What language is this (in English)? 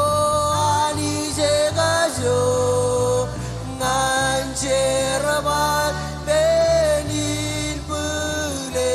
Marshallese